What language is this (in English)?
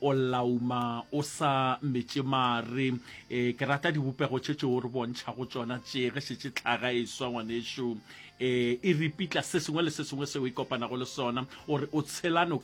Northern Sotho